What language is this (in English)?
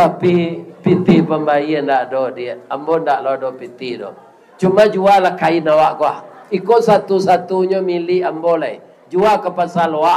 Minangkabau